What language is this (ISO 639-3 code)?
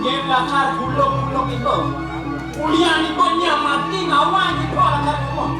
ban